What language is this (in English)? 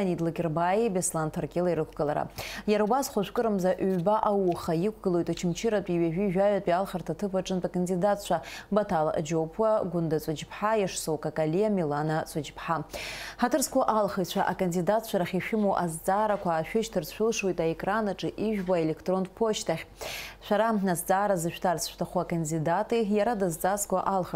Abkhazian